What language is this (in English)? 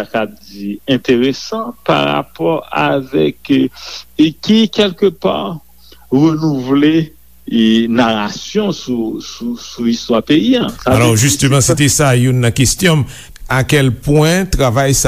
Haitian Creole